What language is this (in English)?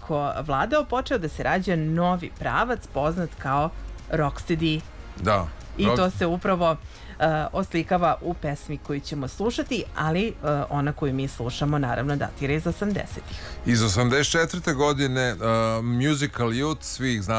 Serbian